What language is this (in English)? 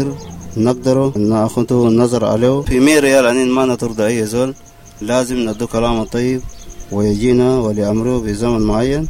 Sudanese Arabic